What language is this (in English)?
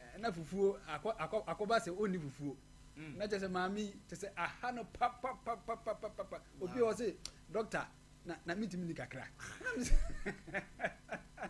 Akan